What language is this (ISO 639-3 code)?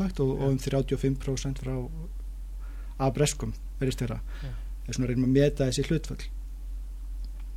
isl